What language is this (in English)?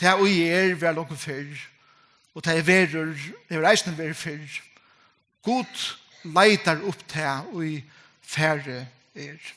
Faroese